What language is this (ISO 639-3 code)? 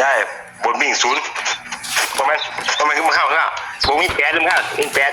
tts